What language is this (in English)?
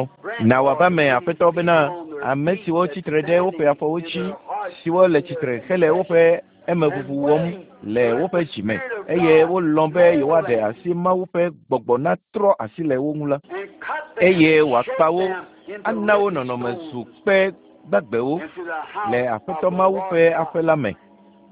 Ewe